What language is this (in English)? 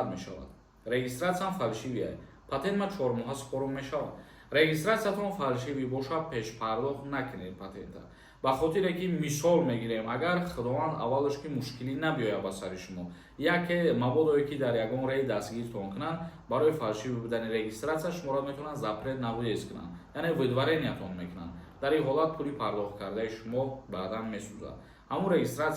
Tajik